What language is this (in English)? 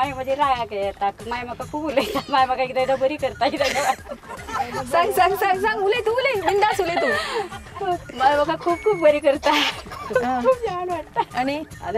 Konkani